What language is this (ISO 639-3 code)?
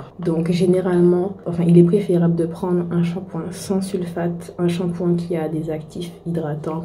fra